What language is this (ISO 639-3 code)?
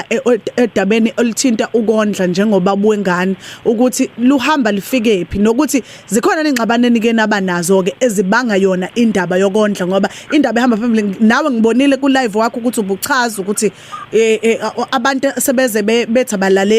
zul